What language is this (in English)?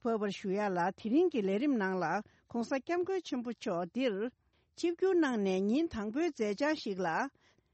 Tibetan